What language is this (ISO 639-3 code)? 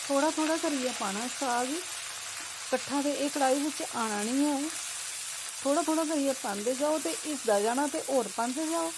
doi